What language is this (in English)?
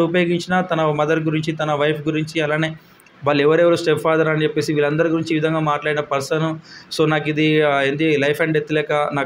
Telugu